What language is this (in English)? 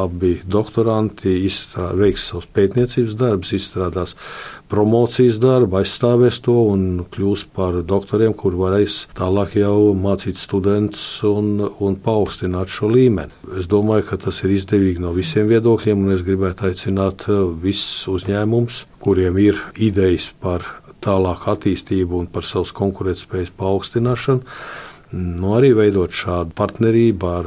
Latvian